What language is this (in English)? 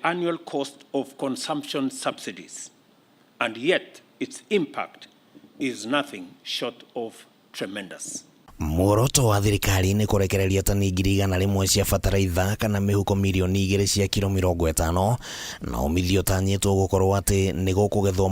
Kikuyu